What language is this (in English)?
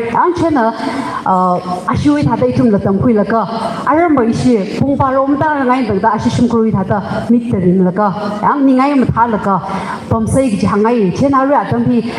Tangkhul Naga (India)